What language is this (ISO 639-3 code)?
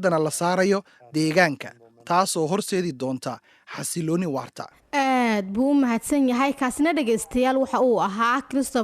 som